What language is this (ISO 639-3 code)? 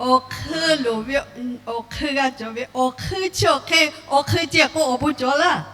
lhu